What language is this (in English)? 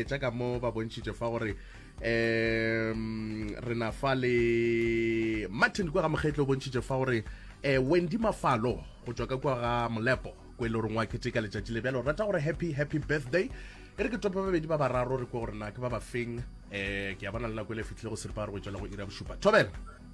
Northern Sotho